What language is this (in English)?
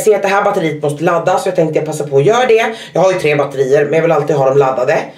Swedish